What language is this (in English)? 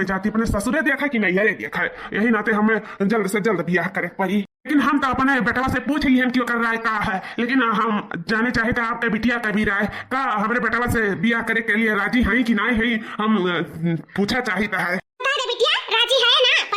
Awadhi